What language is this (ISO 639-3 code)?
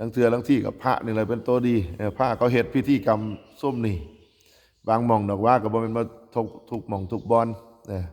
tts